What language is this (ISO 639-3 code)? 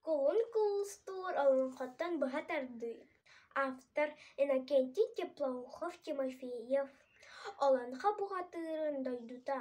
sah